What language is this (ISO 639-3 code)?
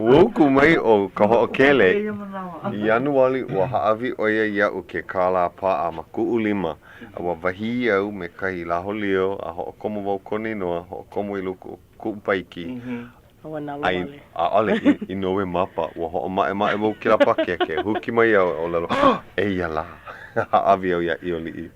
haw